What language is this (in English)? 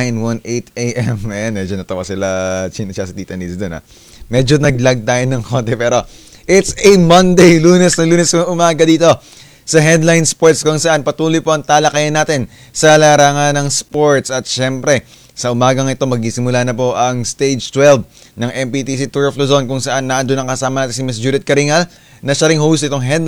Filipino